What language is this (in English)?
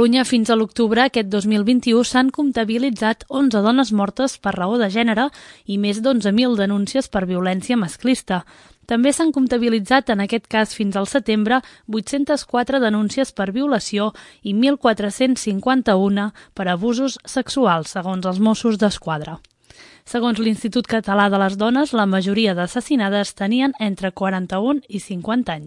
Catalan